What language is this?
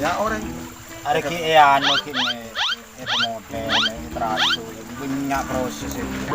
Madurese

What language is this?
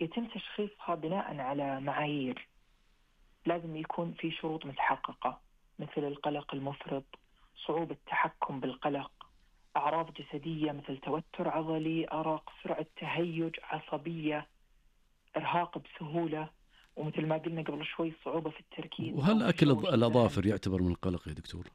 Najdi Arabic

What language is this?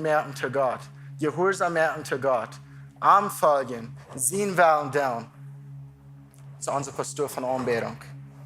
Plautdietsch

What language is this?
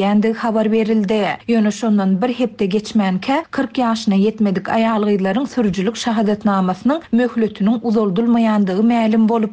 Turkmen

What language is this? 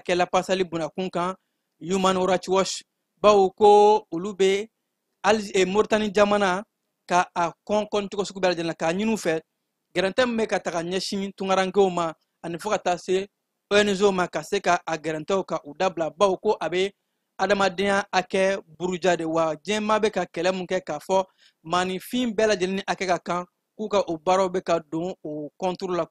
Bambara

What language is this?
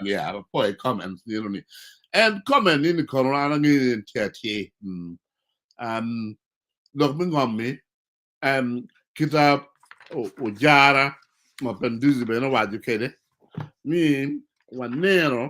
Acoli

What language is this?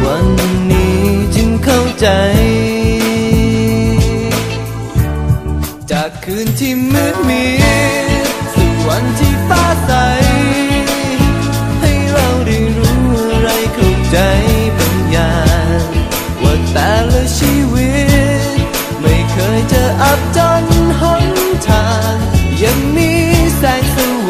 Thai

